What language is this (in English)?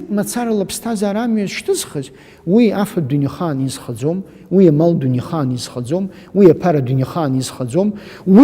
Abkhazian